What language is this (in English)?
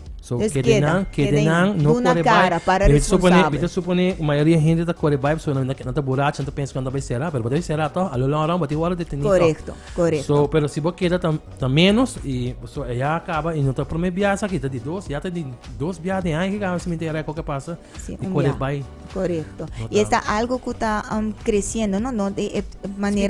Papiamento